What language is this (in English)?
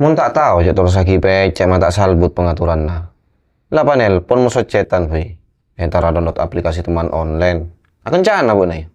Madurese